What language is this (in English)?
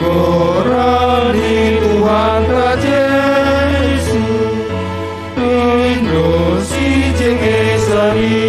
Batak Simalungun